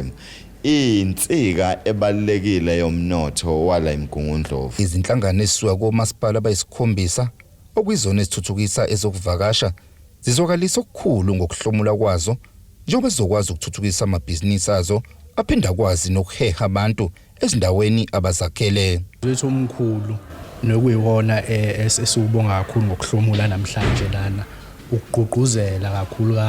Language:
Zulu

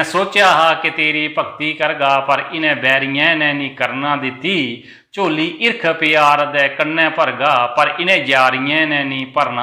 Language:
Dogri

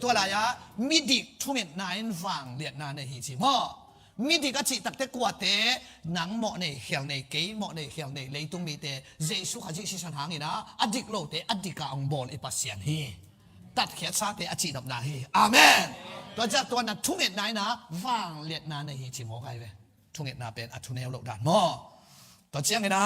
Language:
Tedim Chin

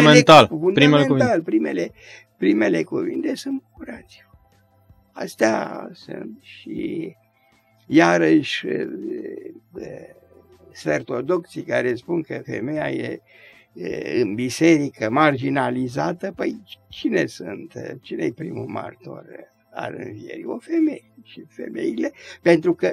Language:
Romanian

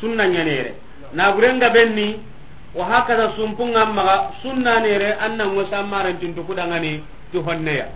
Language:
Soninke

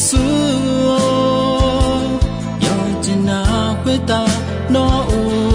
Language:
Akha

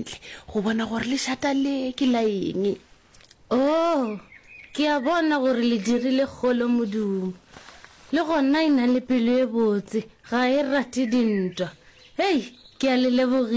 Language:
Northern Sotho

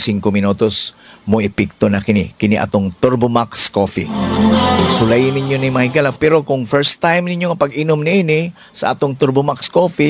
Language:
Cebuano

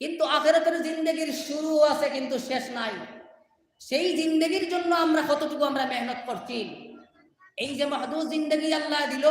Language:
Sylheti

